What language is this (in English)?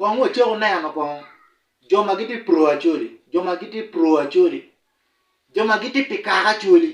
Acoli